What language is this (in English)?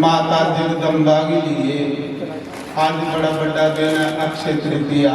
Dogri